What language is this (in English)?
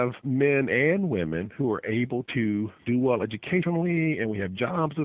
English